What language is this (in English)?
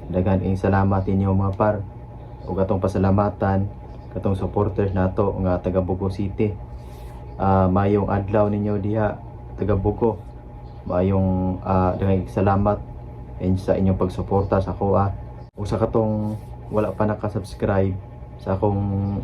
Cebuano